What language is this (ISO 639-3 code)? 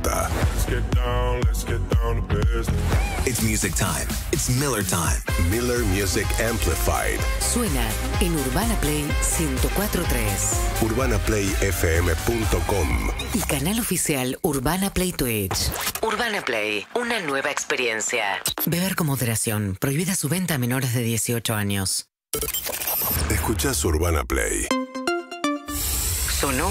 spa